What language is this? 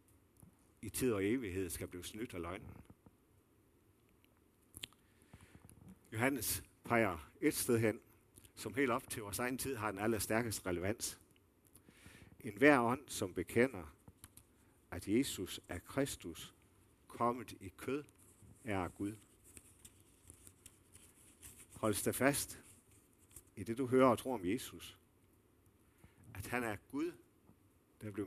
Danish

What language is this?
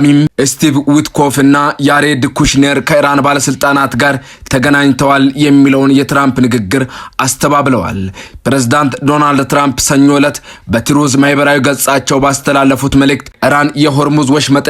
Amharic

